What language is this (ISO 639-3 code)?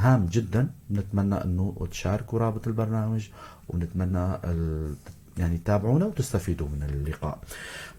apc